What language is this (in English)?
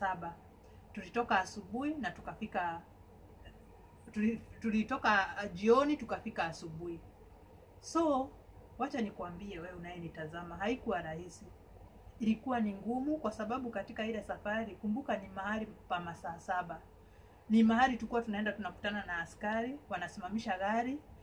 Swahili